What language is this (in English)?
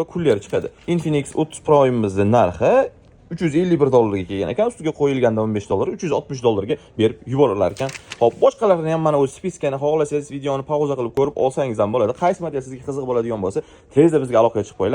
Uzbek